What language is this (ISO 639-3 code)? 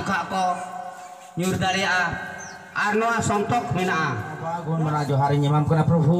sat